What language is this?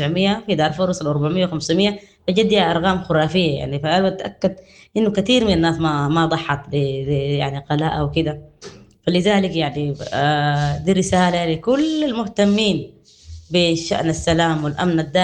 Sudanese Arabic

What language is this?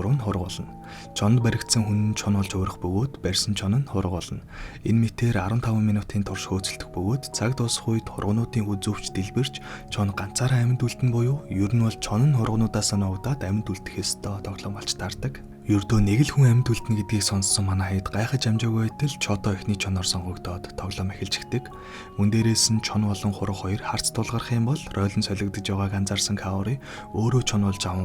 Mongolian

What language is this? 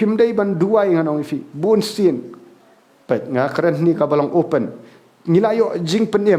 Khasi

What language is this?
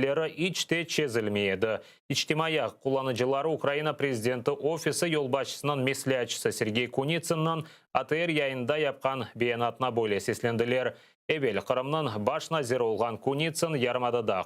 Crimean Tatar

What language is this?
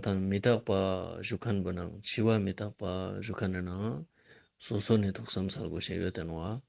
Ladakhi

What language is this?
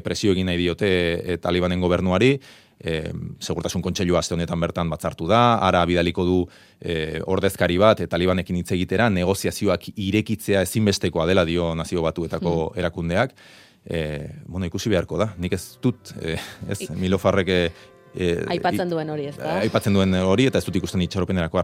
Basque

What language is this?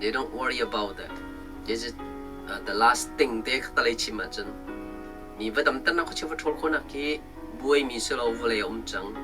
Hakha Chin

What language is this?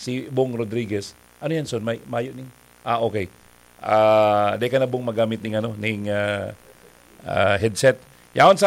Bikol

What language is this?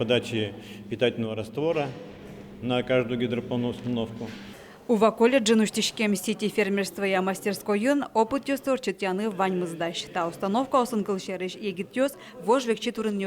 Udmurt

